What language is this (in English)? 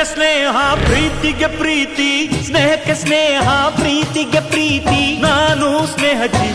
Kannada